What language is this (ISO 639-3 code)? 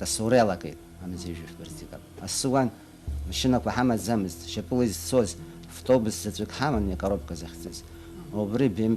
abk